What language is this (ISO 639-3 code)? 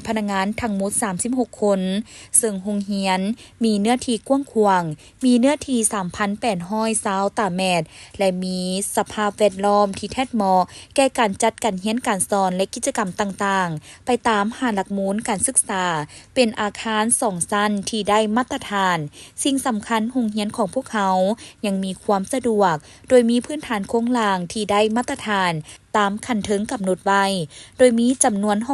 lao